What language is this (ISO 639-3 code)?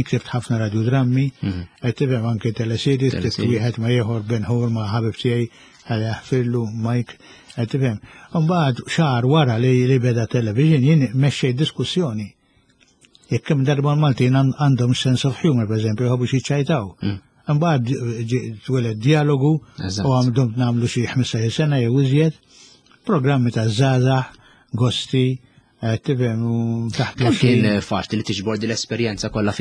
mlt